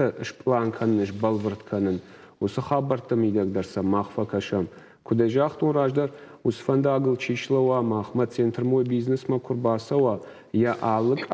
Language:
Ossetic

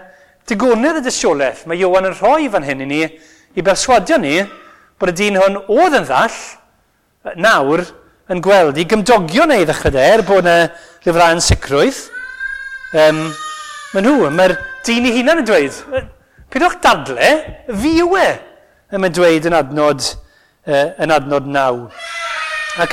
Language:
Welsh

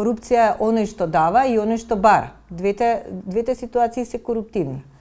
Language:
Macedonian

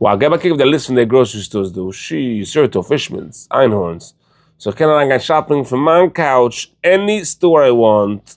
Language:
Yiddish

